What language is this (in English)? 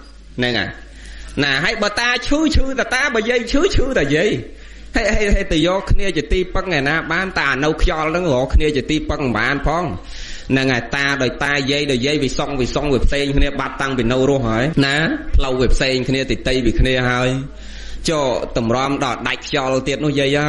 Khmer